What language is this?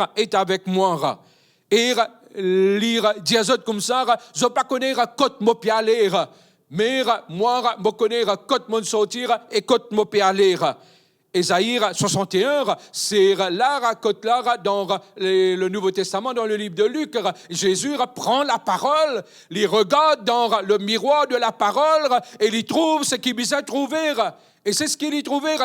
Morisyen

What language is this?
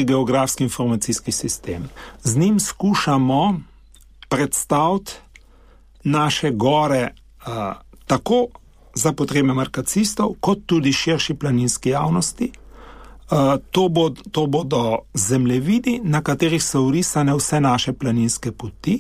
Slovenian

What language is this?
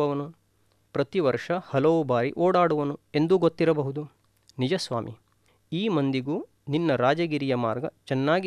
Kannada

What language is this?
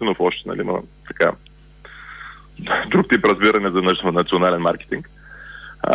Bulgarian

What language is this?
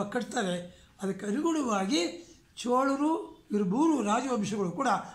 Kannada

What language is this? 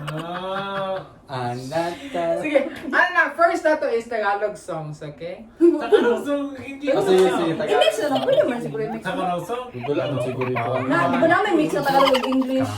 Cebuano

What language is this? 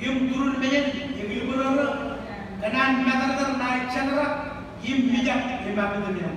Marshallese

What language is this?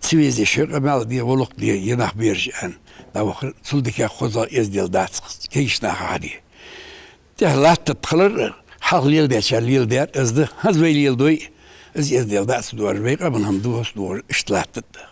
Ingush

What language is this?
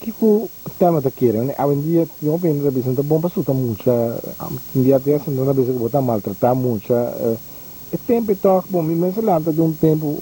Papiamento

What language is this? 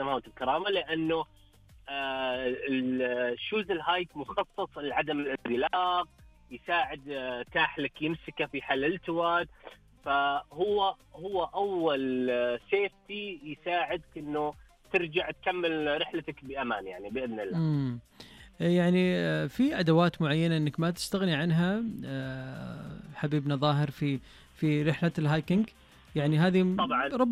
Najdi Arabic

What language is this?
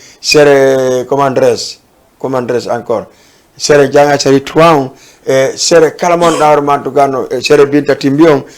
Fula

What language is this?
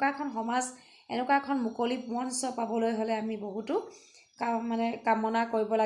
Assamese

